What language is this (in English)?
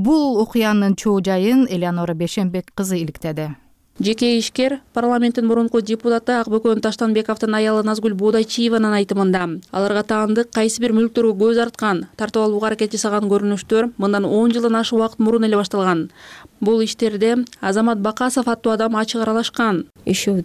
Kyrgyz